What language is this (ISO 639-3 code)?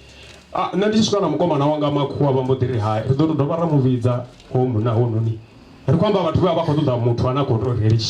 ven